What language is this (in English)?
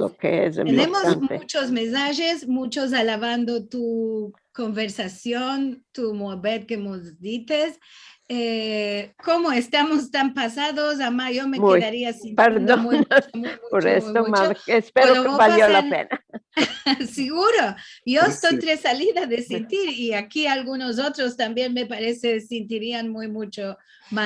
Ladino